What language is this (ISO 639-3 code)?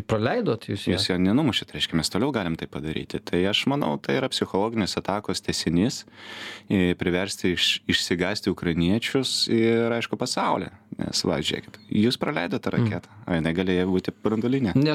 lit